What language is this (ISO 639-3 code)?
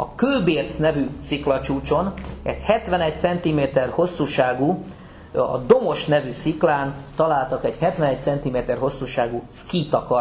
hun